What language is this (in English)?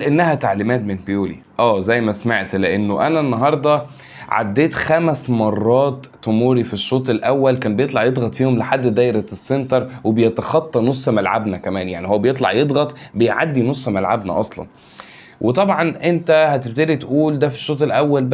Egyptian Arabic